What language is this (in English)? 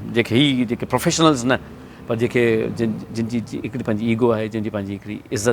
Sindhi